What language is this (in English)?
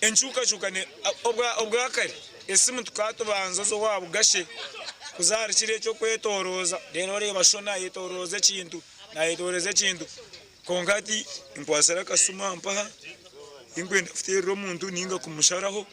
Nyankole